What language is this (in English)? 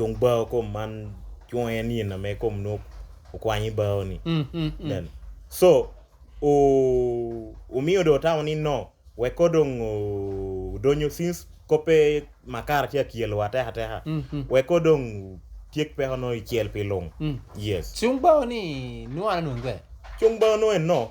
Lango (Uganda)